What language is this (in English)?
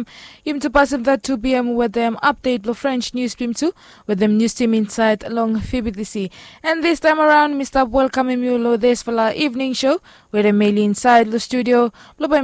Bislama